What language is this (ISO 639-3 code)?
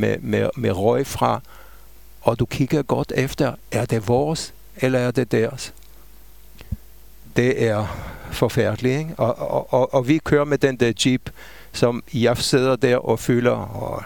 dan